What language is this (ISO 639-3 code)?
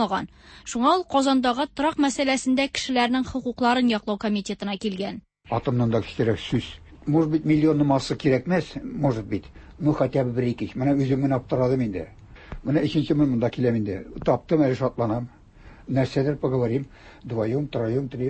tat